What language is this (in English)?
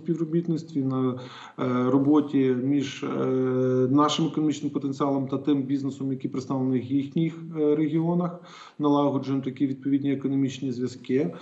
Ukrainian